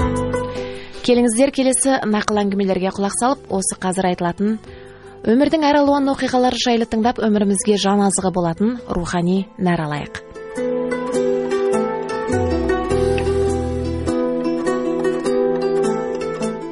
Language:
Kazakh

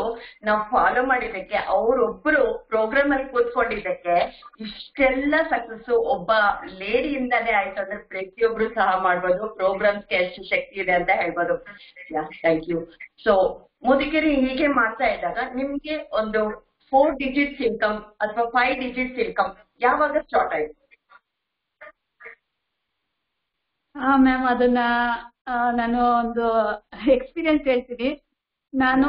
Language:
Kannada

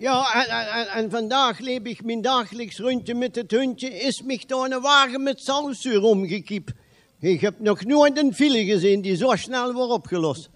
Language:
Limburgish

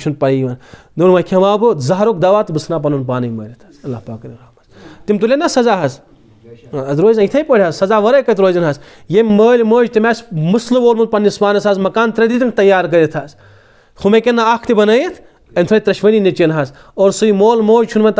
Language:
Kashmiri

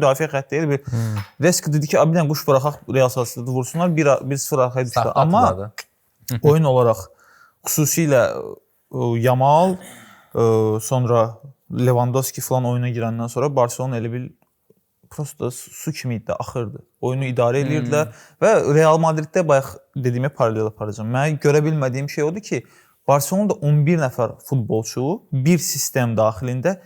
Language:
Azerbaijani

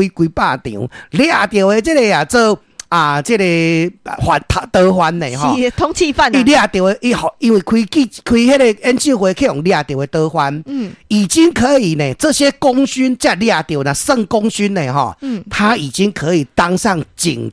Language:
Min Nan Chinese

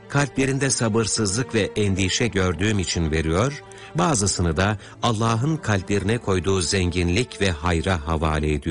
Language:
Turkish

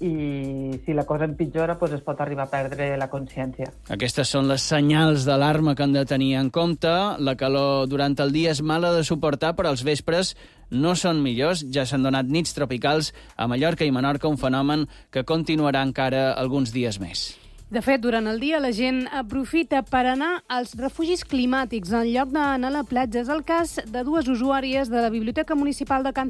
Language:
Catalan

